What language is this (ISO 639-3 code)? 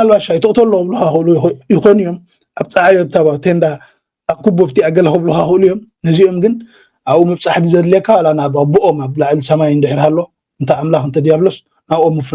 tir